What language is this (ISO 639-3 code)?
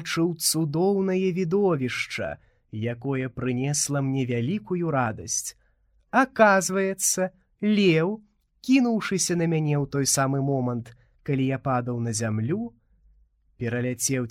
bel